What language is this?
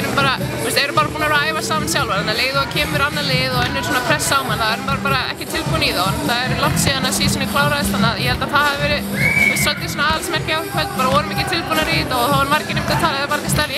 Icelandic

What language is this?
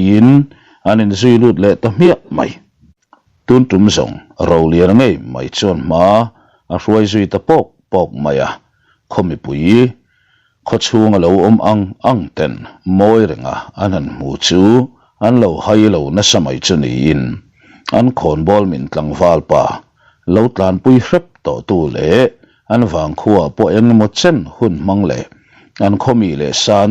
Mizo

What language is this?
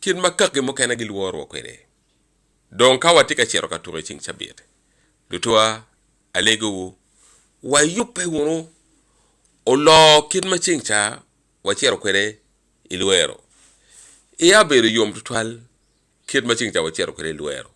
Acoli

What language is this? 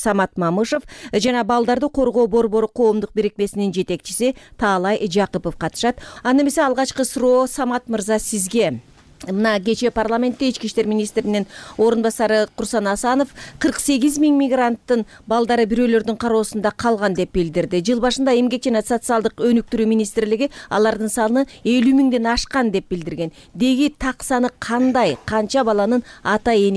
Kyrgyz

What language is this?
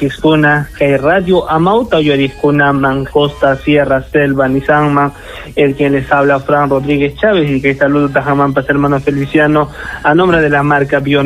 Ayacucho Quechua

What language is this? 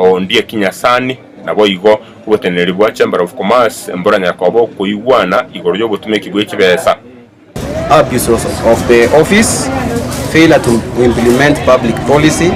Gusii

